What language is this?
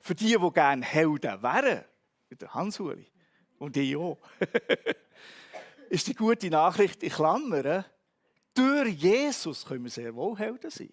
Swiss German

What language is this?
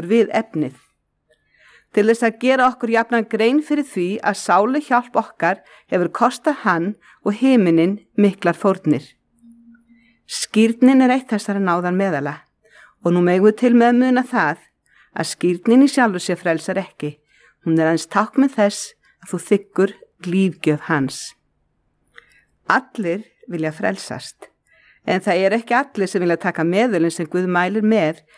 Icelandic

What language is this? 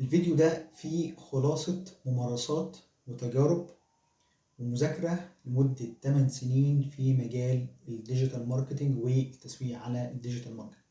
Egyptian Arabic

